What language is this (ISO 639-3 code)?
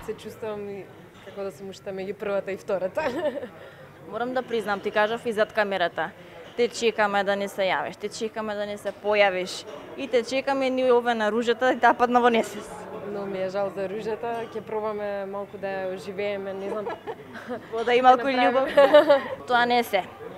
mkd